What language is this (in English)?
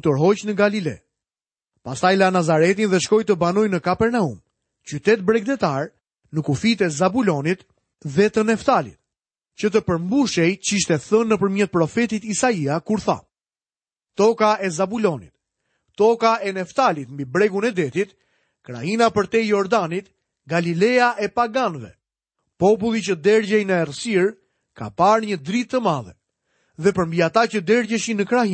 Albanian